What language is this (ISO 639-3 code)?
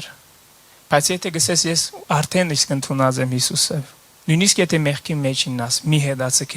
hyw